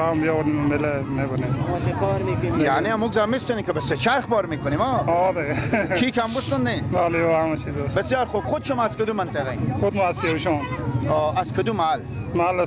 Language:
Persian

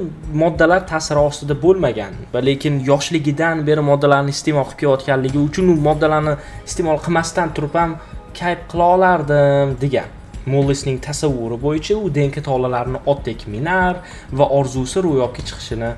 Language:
Uzbek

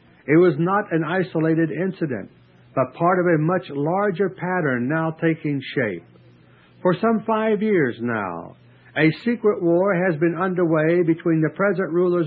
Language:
English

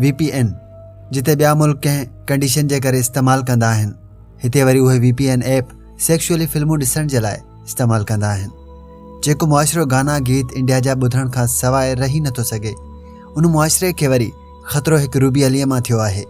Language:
Sindhi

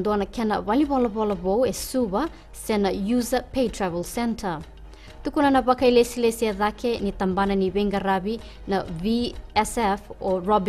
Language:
Fijian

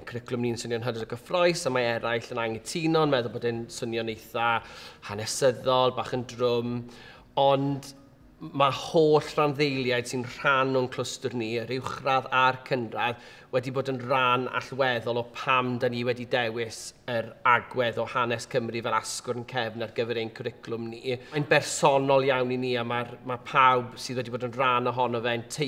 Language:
Welsh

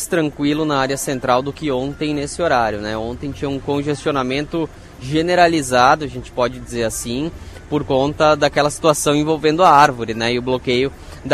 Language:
Portuguese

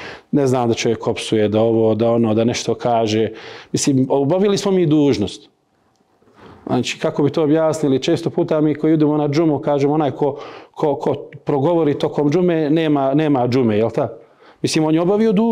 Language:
Bosnian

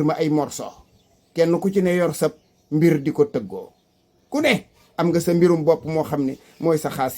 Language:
Wolof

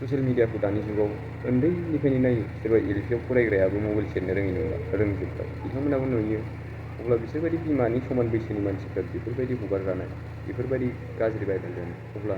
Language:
Bodo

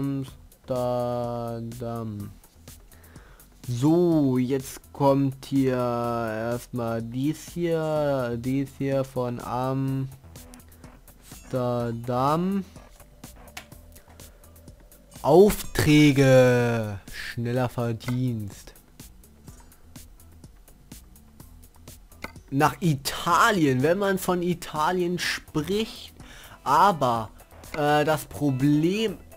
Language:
German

